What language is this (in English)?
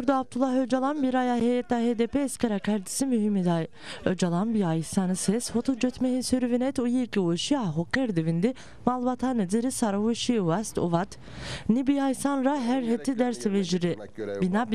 Zaza